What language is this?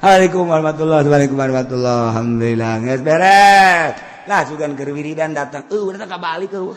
Sundanese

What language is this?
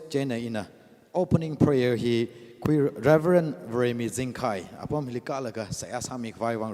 Tangkhul Naga (India)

